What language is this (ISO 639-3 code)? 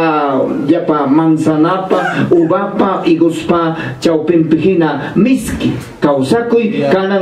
quy